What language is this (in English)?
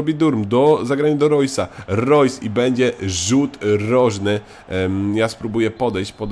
Polish